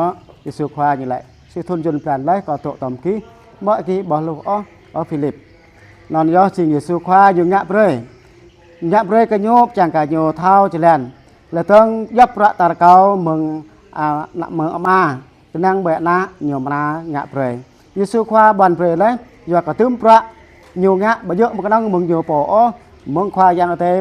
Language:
Jarai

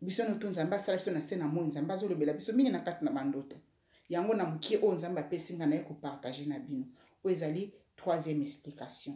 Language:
Lingala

